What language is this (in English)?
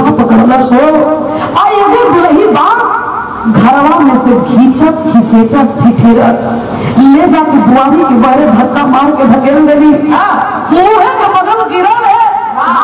Bhojpuri